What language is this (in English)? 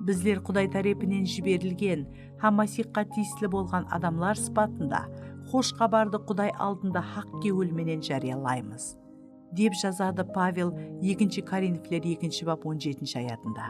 Kara-Kalpak